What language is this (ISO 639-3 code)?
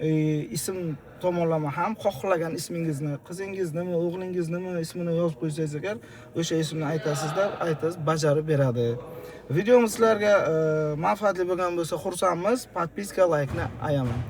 uzb